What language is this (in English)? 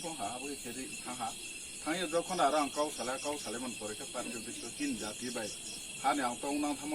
Riang (India)